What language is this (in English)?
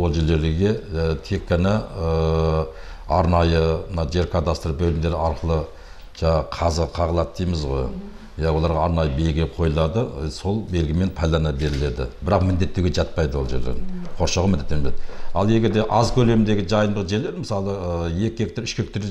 Kazakh